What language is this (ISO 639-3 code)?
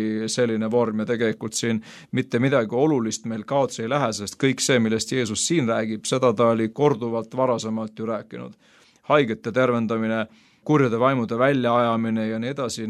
est